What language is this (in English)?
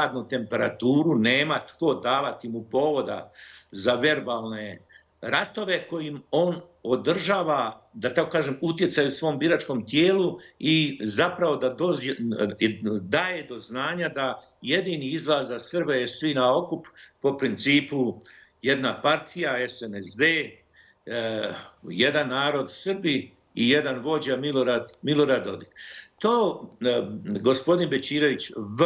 Bosnian